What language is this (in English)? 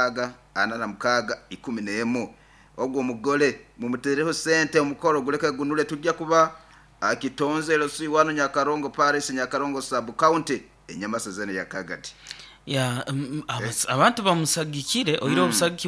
Nyoro